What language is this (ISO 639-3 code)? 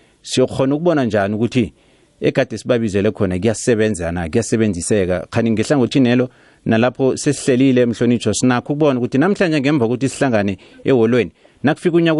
nbl